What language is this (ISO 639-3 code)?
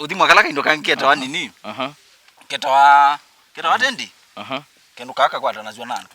kam